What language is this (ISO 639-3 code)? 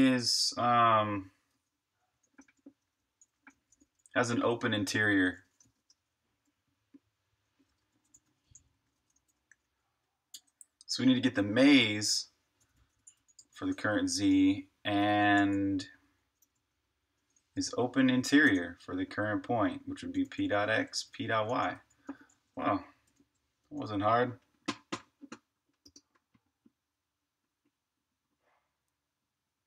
eng